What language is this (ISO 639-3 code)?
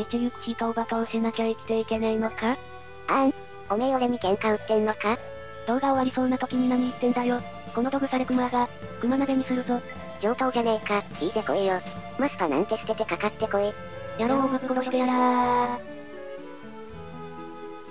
jpn